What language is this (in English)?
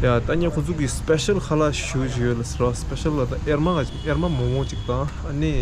Tibetan